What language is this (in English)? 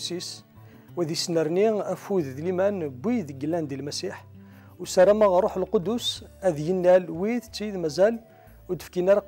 Kabyle